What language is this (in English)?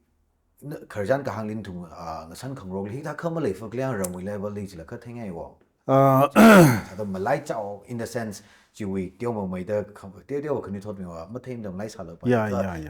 Tangkhul Naga (India)